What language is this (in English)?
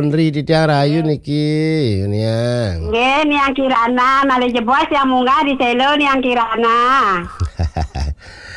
Balinese